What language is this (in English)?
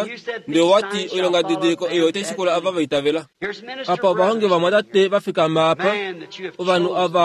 Kuanyama